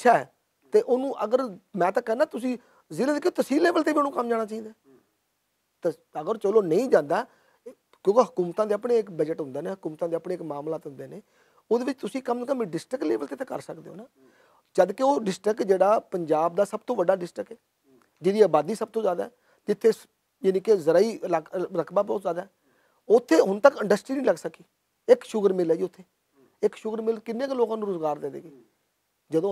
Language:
Western Panjabi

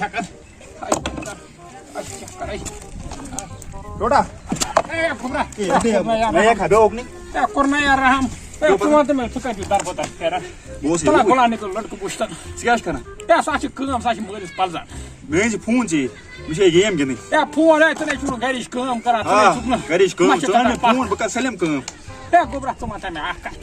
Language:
Kashmiri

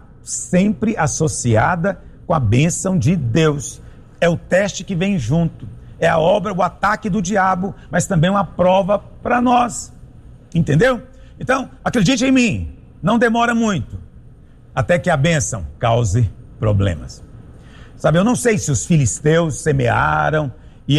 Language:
Portuguese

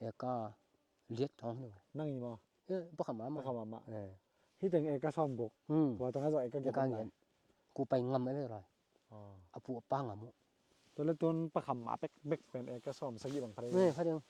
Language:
Tedim Chin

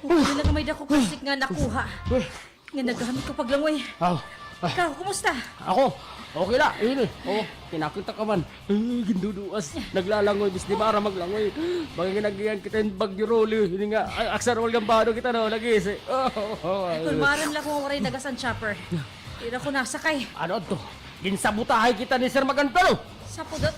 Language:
Waray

